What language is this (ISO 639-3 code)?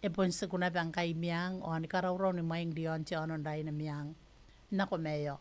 gil